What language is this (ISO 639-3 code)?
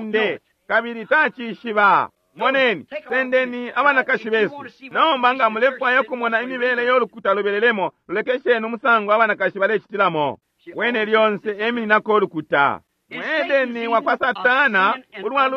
bem